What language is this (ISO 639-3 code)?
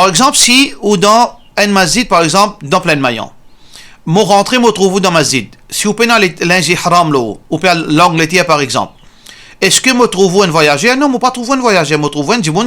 mfe